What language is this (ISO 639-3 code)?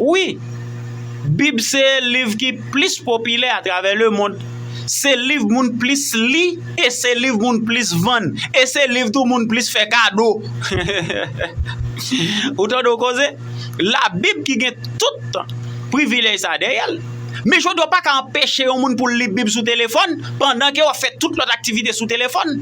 hat